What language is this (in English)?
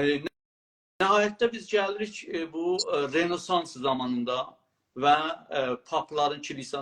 South Azerbaijani